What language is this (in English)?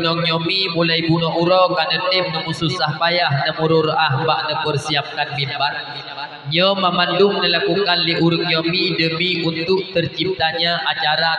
Achinese